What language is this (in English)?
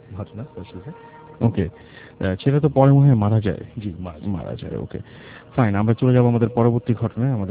Bangla